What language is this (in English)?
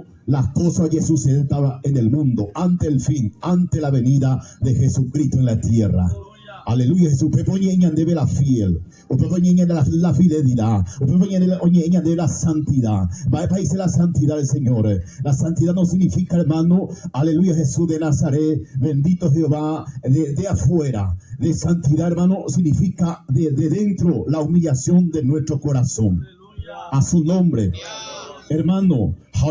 Guarani